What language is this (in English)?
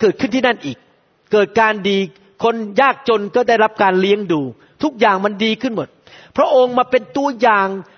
Thai